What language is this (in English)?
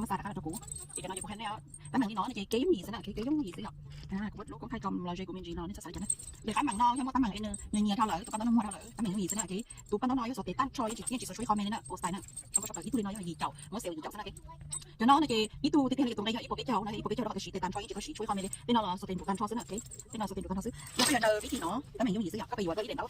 Hmong